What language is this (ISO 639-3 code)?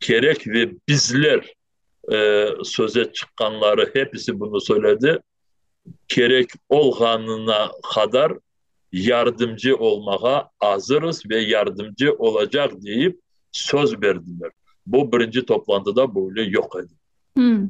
crh